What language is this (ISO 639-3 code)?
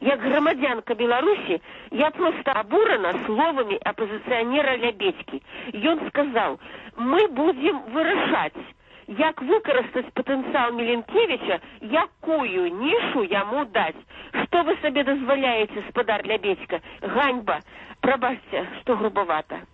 bel